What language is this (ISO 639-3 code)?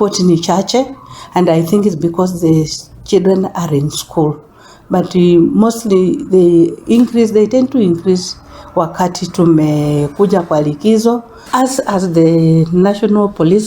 guz